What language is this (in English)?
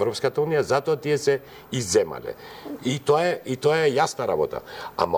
Macedonian